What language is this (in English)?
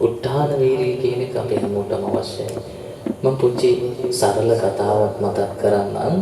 Sinhala